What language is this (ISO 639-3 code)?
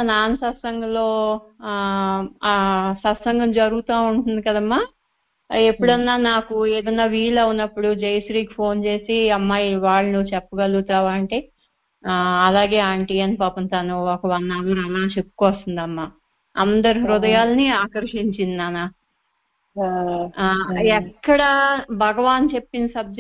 tel